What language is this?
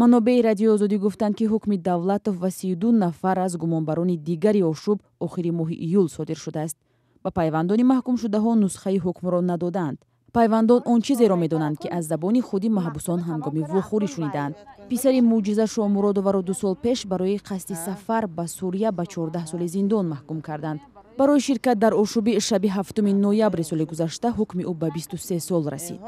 Tajik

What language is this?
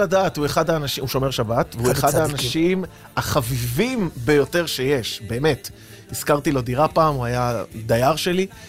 Hebrew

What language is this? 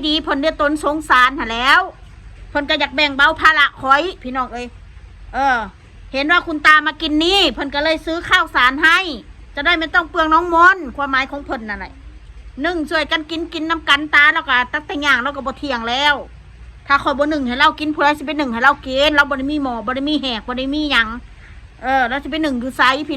Northeastern Thai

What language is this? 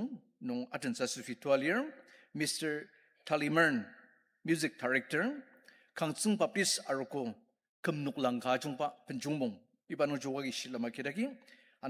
Ao Naga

